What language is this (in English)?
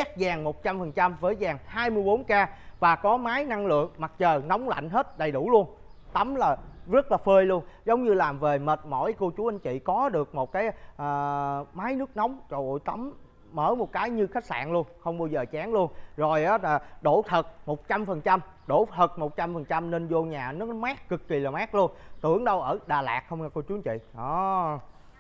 Vietnamese